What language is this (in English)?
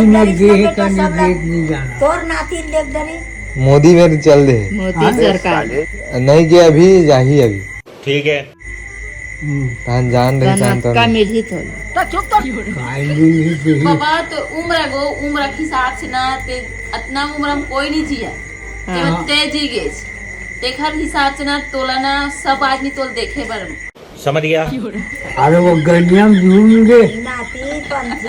Chhattisgarhi